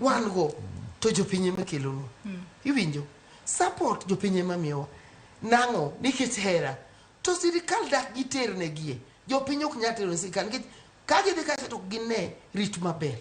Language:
Luo (Kenya and Tanzania)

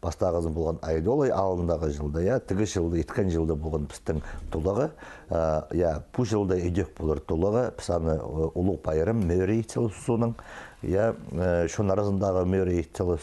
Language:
Khakas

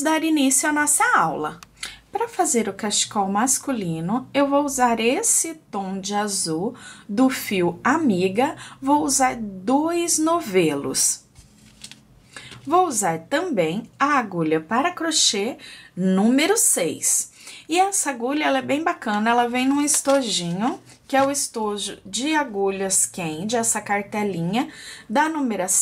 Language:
Portuguese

